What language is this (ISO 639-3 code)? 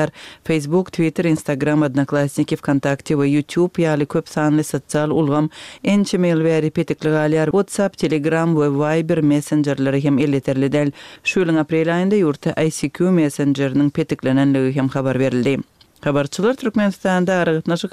tuk